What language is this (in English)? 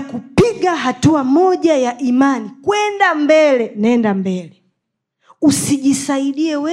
Swahili